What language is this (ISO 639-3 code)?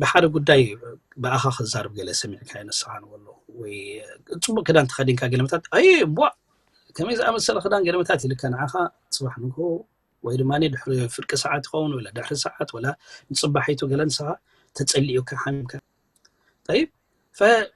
tir